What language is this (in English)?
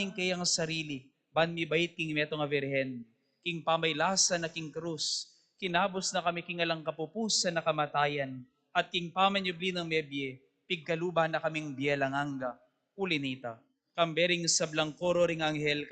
Pampanga